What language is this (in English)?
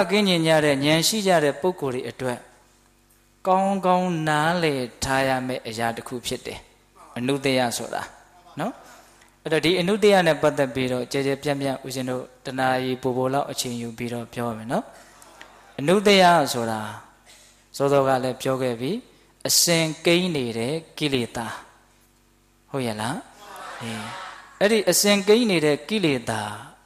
Burmese